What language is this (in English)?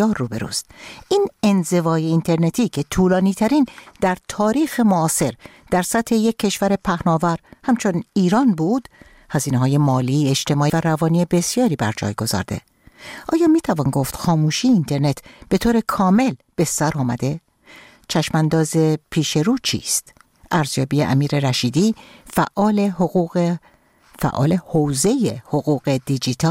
Persian